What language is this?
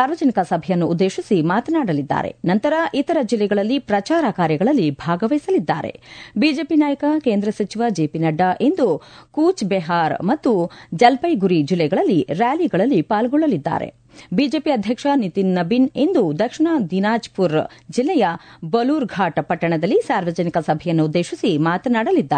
Kannada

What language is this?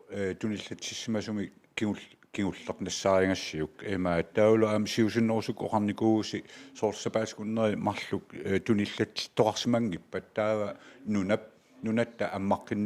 Kalaallisut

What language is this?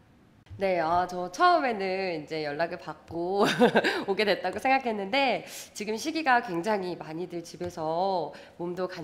Korean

